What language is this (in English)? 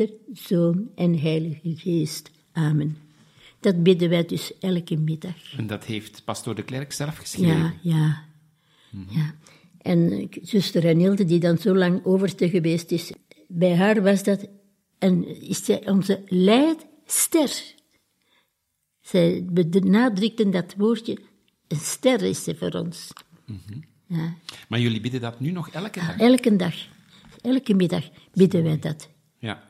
Dutch